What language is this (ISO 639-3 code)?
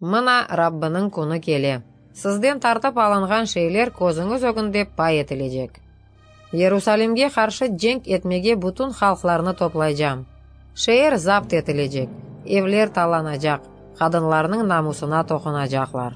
crh